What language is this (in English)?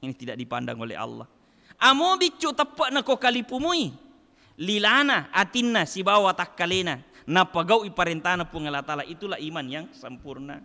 Buginese